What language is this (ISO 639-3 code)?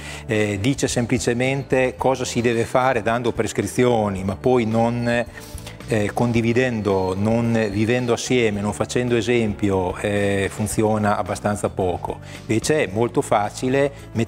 ita